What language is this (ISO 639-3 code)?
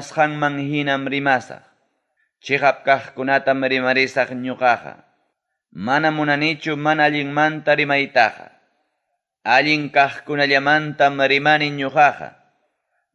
quy